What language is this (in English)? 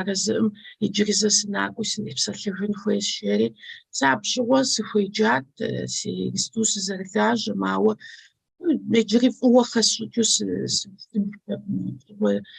Kabardian